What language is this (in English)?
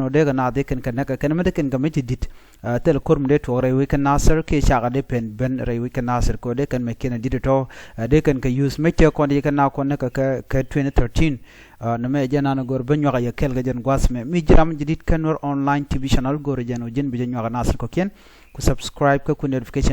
Nuer